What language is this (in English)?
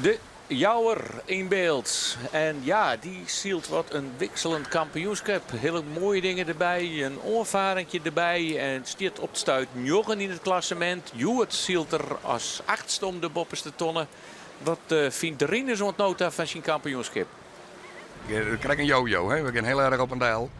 Western Frisian